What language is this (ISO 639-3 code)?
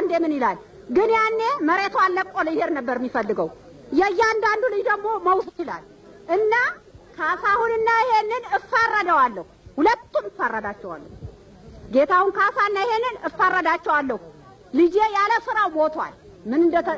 amh